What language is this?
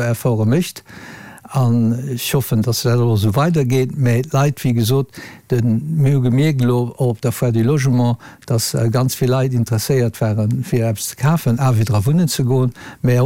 Luxembourgish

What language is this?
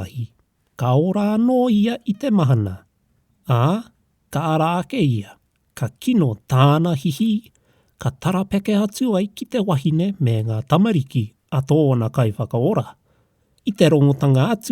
Māori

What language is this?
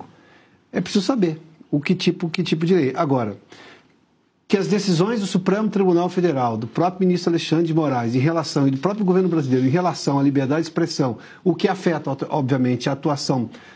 Portuguese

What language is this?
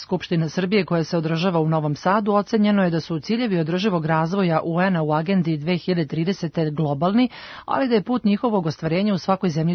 Serbian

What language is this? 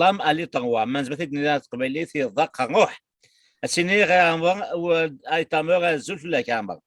Kabyle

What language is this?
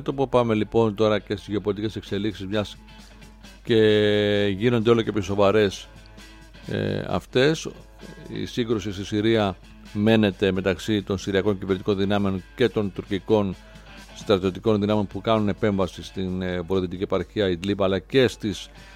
Greek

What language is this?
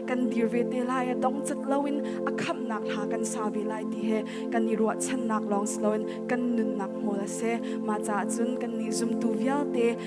Hakha Chin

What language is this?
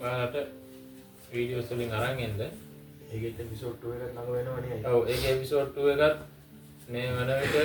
Sinhala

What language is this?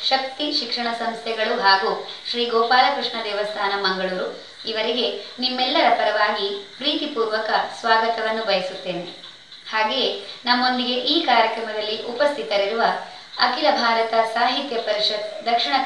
Kannada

